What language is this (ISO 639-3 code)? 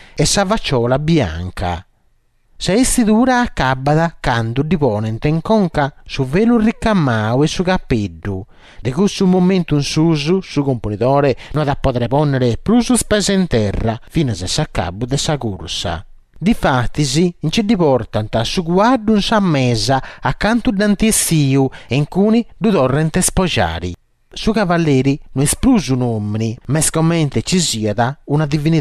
srd